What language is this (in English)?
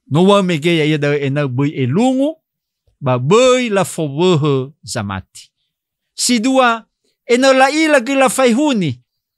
Nias